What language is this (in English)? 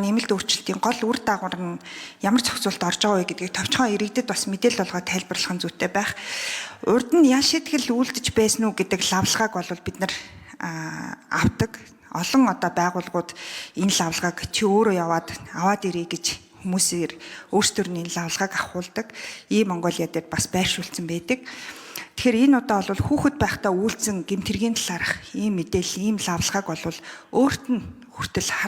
Mongolian